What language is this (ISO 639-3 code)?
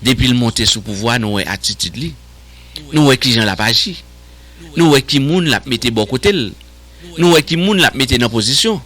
hat